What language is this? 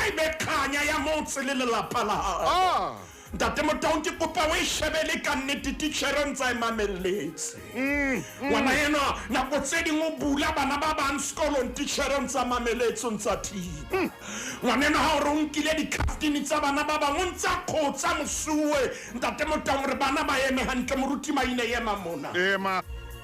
Southern Sotho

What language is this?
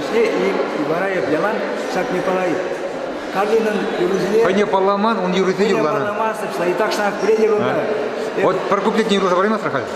Chuvash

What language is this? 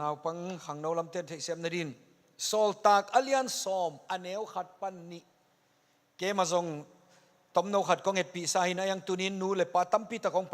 Tedim Chin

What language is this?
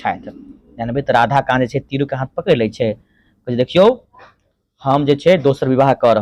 Maithili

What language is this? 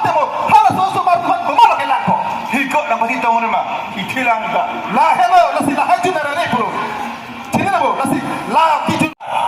Karbi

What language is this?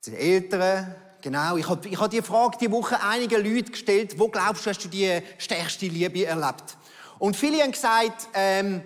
Swiss German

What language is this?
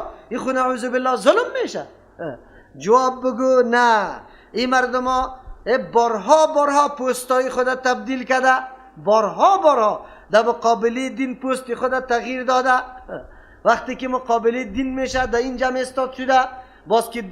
Persian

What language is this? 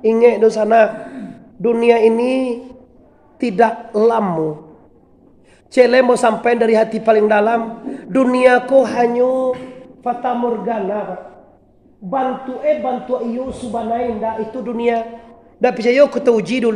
Minangkabau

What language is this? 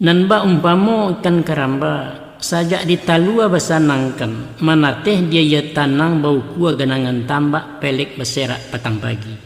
Minangkabau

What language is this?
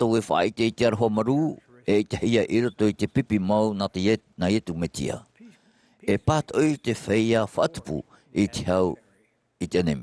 Tahitian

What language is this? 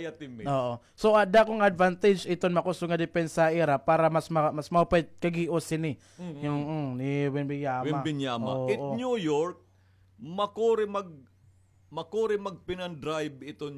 Waray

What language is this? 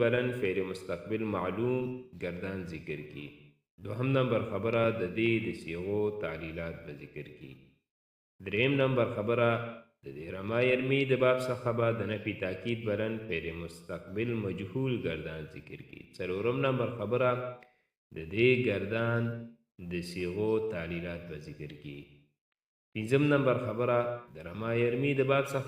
Pashto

